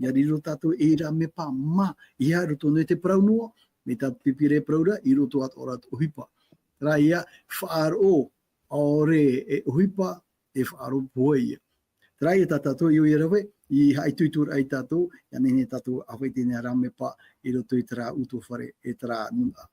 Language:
Tahitian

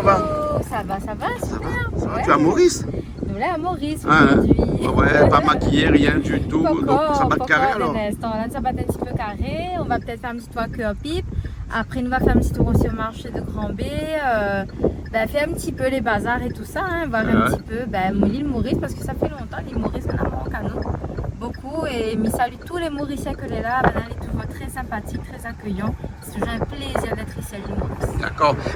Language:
Réunion Creole French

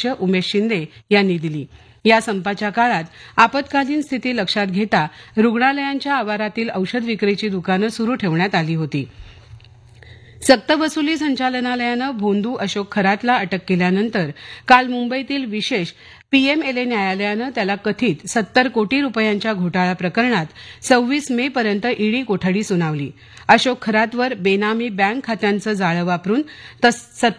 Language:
Marathi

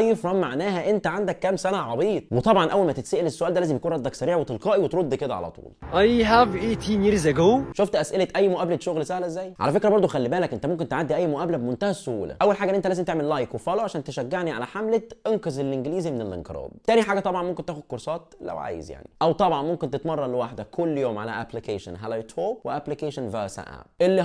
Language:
Egyptian Arabic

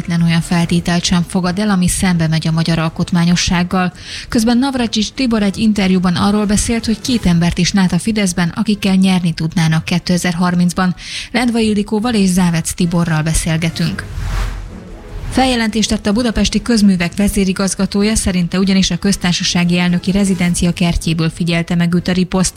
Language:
Hungarian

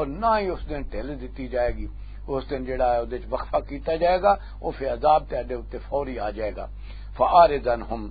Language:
Western Panjabi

